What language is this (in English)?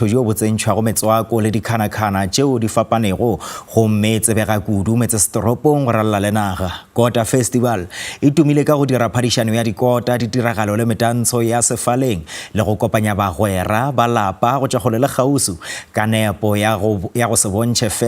Northern Sotho